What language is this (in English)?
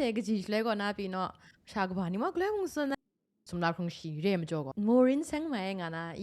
Kachin